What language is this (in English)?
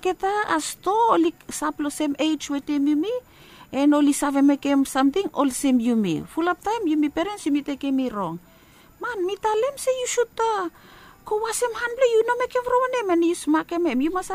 Bislama